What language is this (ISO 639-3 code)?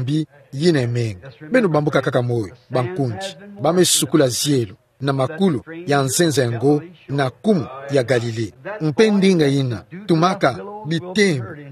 ktu